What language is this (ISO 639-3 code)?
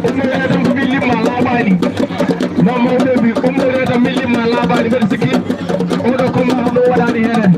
ful